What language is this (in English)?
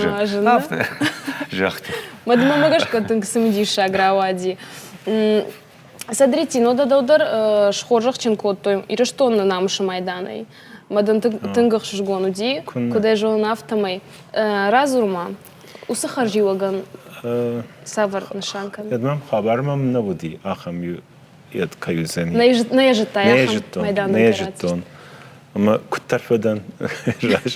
Ossetic